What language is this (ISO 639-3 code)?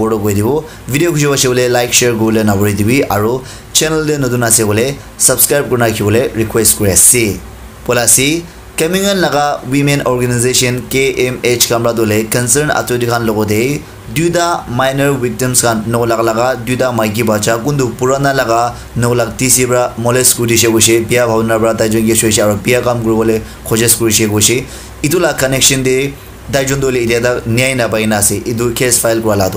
nag